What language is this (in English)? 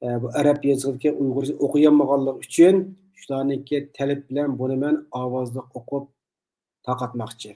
Uyghur